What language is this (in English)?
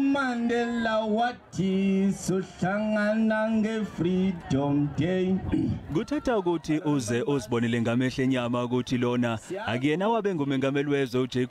Zulu